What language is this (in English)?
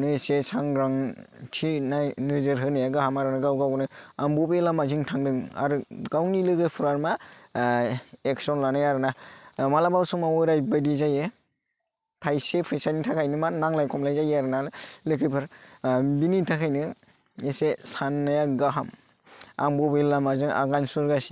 Bodo